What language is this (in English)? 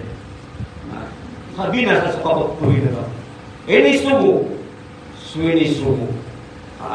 Maranao